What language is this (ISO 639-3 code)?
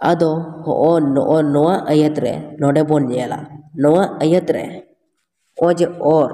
sat